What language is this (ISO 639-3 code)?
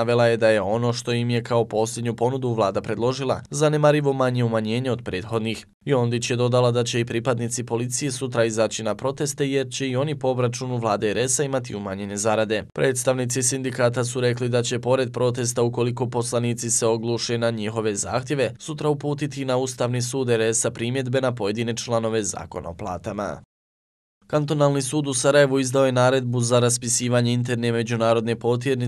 bos